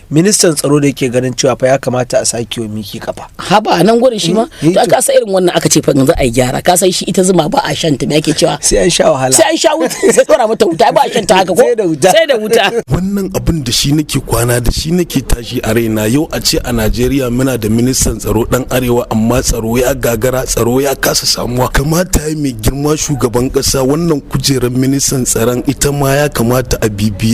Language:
Hausa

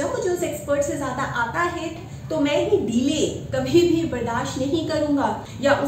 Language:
Hindi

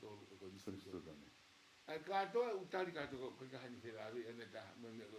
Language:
Tongan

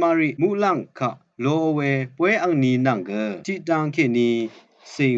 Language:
Rawang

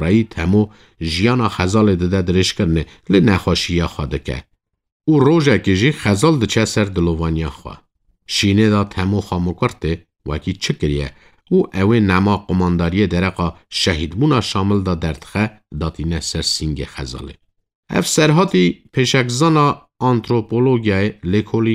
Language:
Kurdish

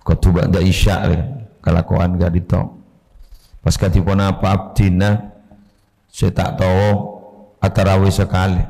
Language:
Madurese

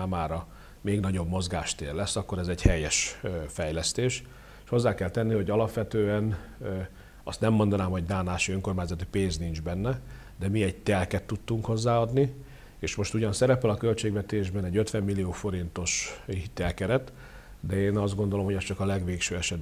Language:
Hungarian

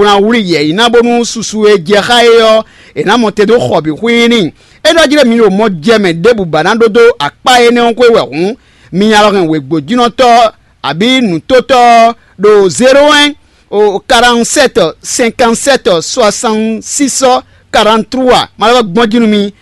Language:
Fon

